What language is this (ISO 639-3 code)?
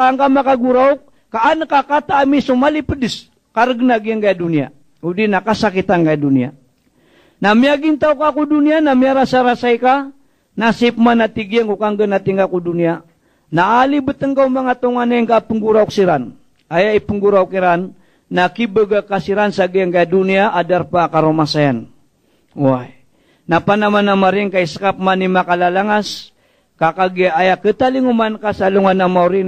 mrw